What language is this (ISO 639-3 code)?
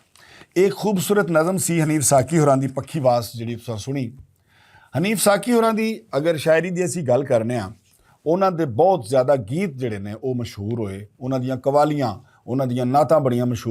lah